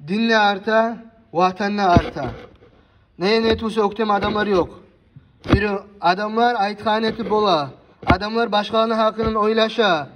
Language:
Kumyk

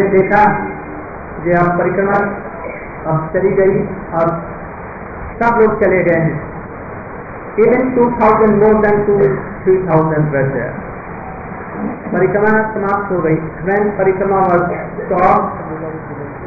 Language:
Hindi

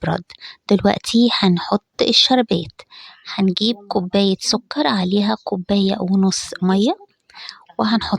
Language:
Egyptian Arabic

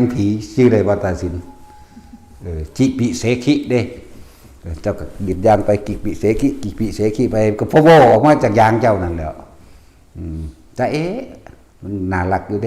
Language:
Northeastern Thai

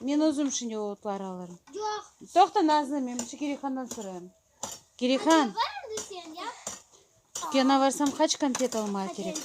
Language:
Crimean Tatar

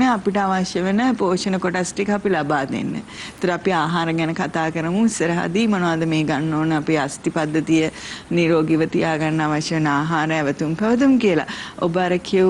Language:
Sinhala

